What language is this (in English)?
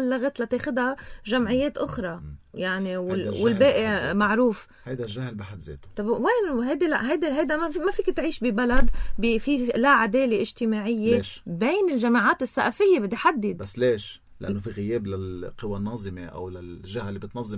North Levantine Arabic